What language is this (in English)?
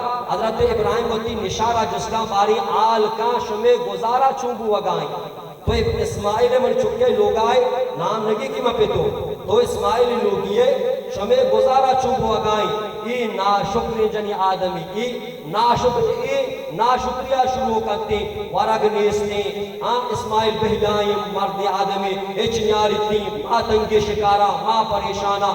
Baluchi